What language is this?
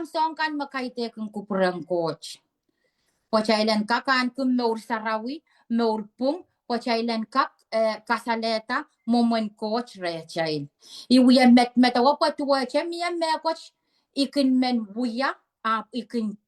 Pohnpeian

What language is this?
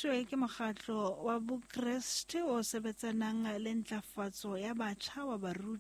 Southern Sotho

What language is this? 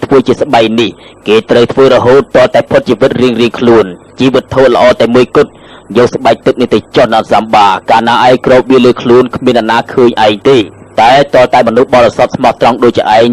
Khmer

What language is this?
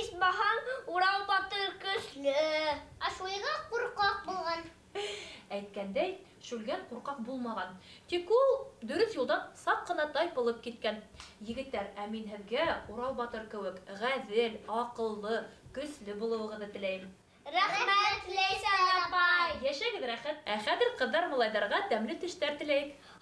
Bashkir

